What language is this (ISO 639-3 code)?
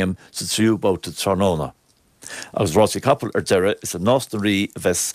gle